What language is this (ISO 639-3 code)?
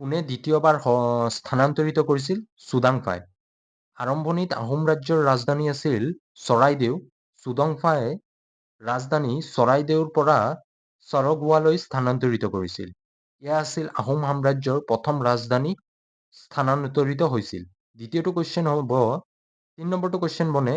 asm